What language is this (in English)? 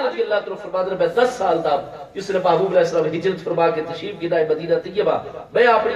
Saraiki